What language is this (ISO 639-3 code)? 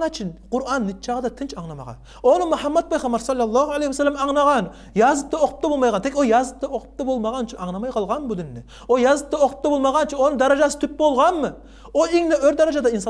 kum